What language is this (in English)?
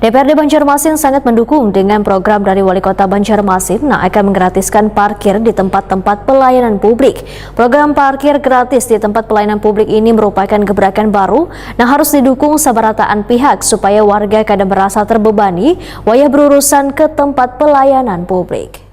Banjar